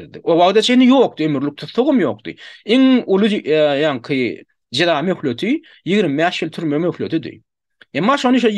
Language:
Turkmen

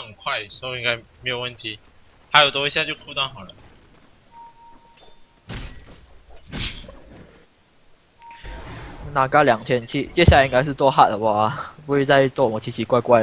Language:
Chinese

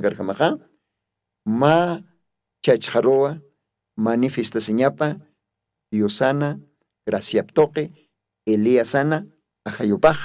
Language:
Aymara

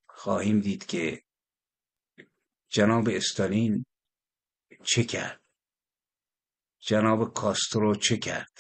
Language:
Persian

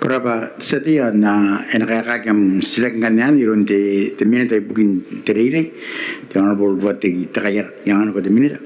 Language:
Gilbertese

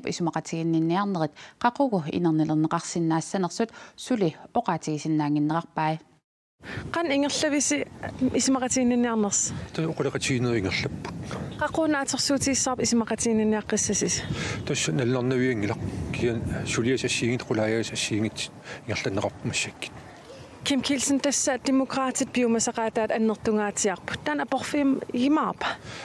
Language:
Kalaallisut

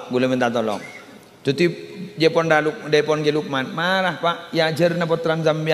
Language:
Madurese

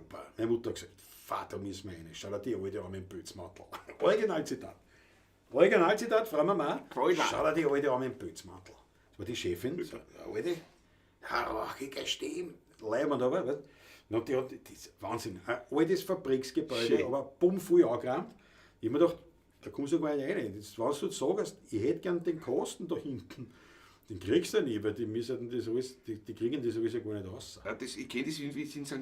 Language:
Bavarian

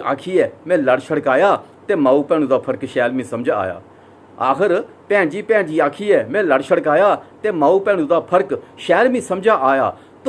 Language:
Dogri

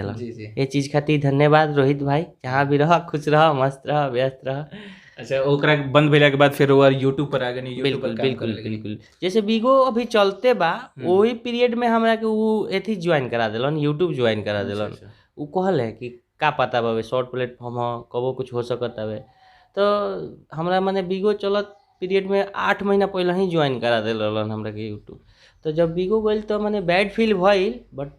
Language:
Bhojpuri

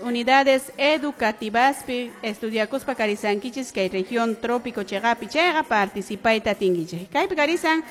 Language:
Quechua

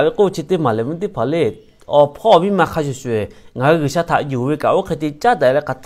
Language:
Lahu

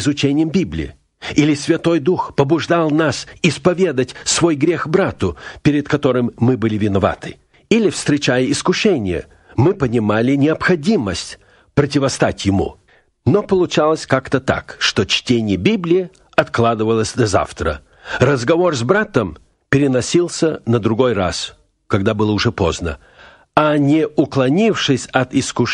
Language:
Russian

